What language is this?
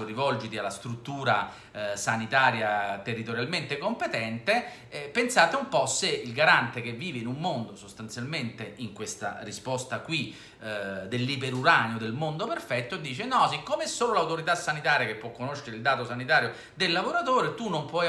Italian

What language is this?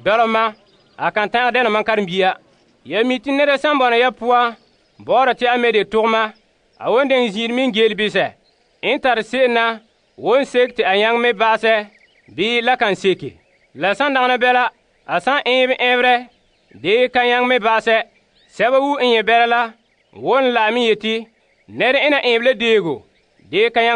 Frafra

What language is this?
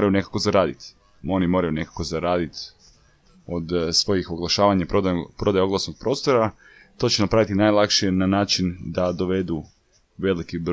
Croatian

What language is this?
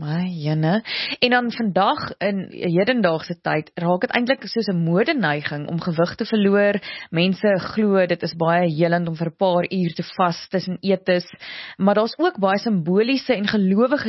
Afrikaans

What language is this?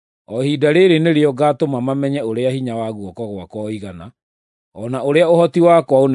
Kikuyu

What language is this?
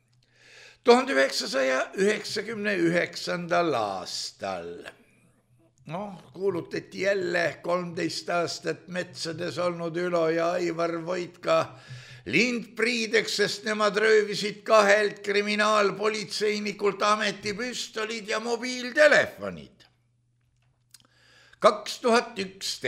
Estonian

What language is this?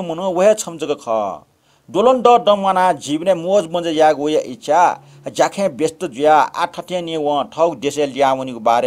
Newari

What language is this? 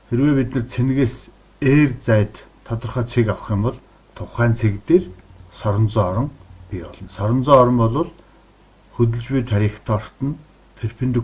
Mongolian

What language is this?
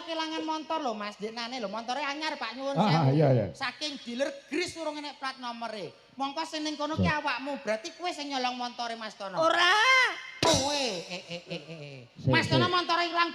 Javanese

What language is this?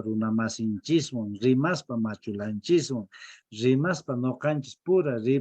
Quechua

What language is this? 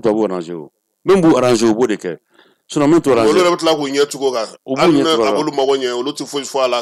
Bambara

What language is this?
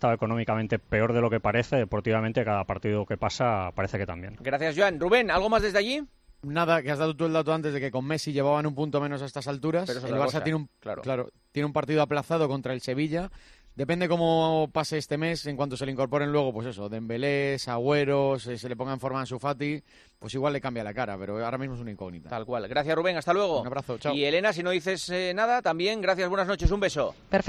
Spanish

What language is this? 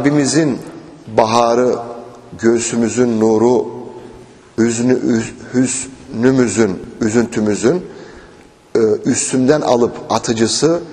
Turkish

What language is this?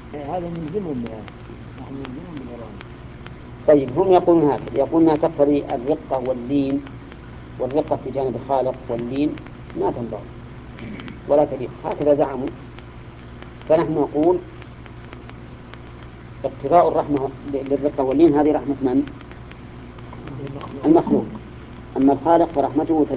Arabic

